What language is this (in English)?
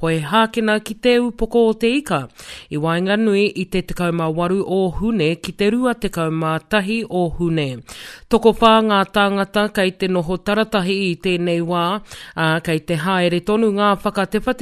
Māori